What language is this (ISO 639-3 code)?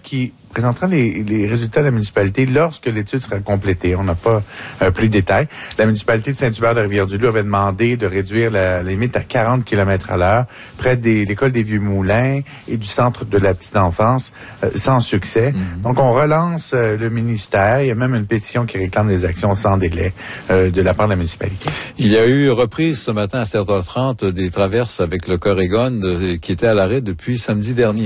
fra